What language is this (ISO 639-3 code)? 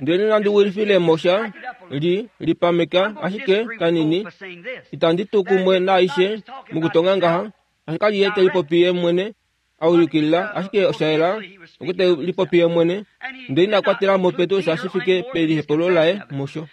kua